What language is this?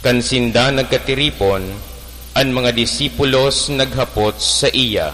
Bikol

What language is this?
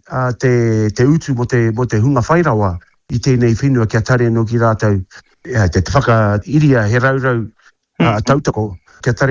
Māori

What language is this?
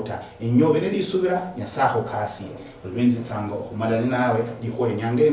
Luyia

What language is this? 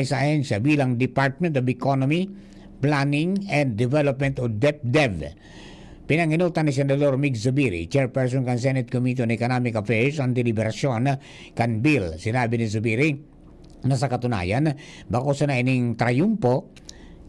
Bikol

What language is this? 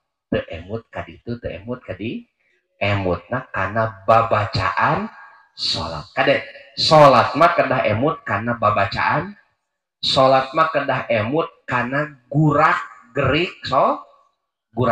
Sundanese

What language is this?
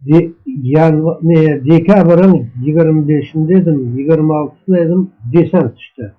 Crimean Tatar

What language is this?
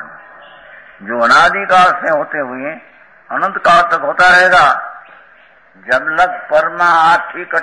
Gujarati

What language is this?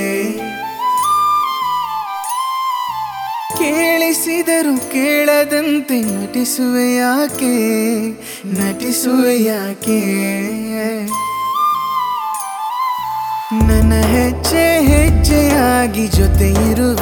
Kannada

